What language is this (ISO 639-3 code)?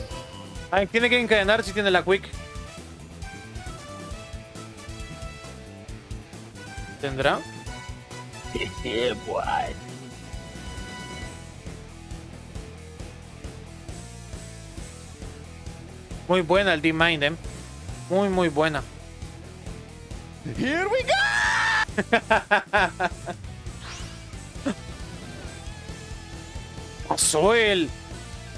spa